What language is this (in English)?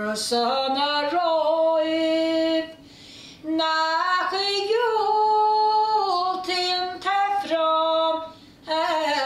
Irish